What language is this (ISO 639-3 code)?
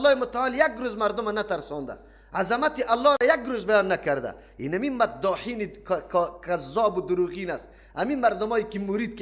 fas